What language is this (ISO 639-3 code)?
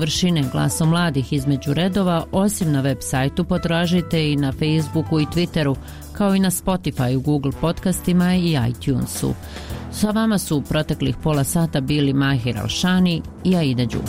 bos